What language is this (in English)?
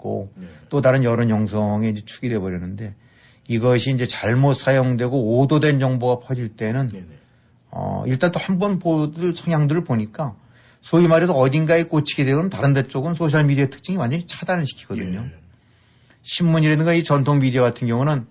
Korean